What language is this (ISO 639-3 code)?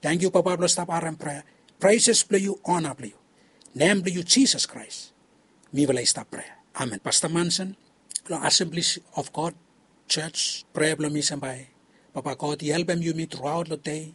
bis